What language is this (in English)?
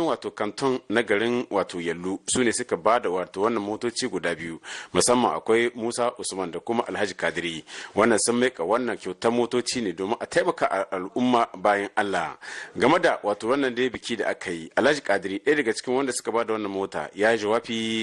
Hausa